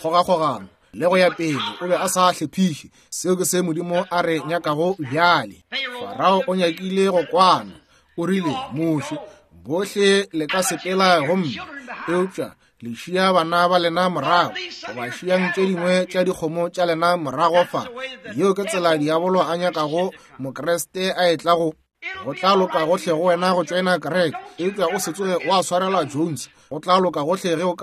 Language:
Northern Sotho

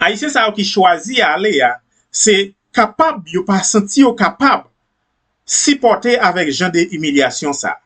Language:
Haitian Creole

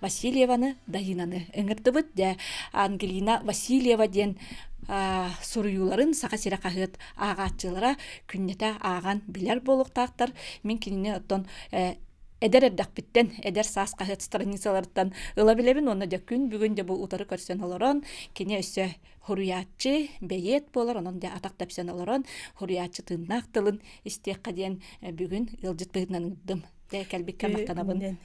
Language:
Yakut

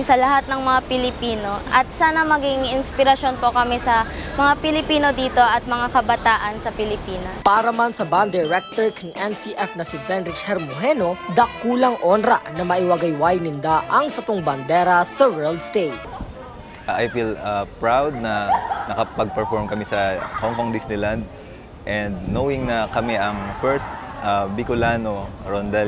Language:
Bikol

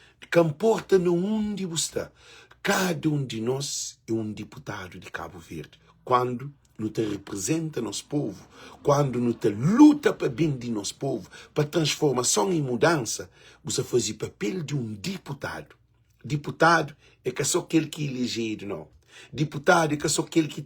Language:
Kabuverdianu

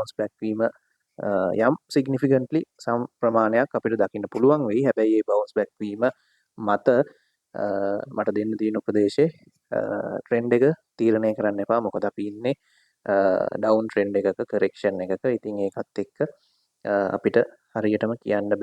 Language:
Sinhala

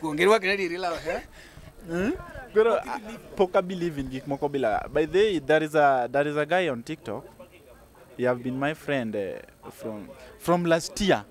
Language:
Luo (Kenya and Tanzania)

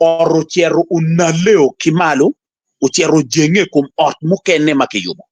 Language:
Acoli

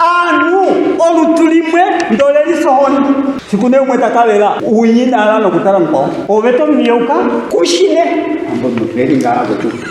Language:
Ndonga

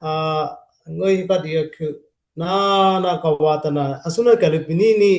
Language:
Dimasa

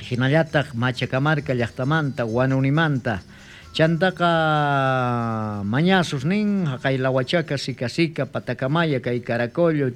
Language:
South Bolivian Quechua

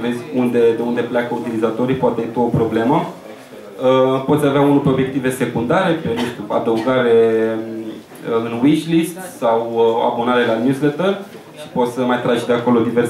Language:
Romanian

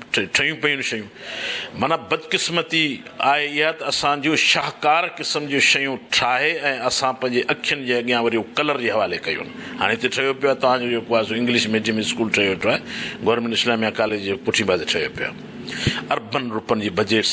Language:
Sindhi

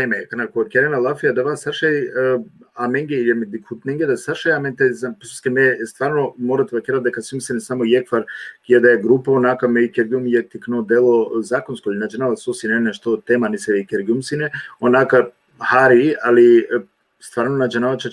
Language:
Balkan Romani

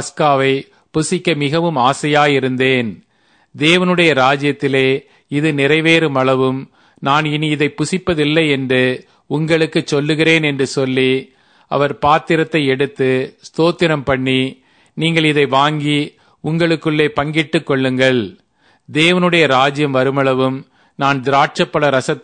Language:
Tamil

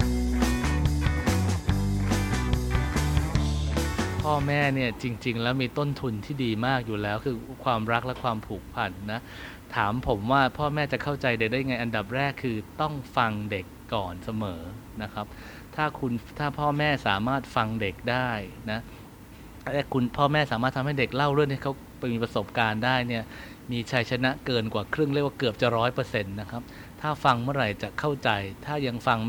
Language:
Thai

